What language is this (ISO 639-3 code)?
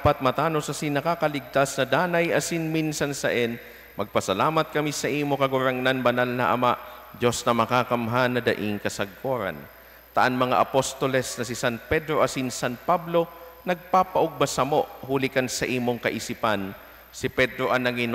bik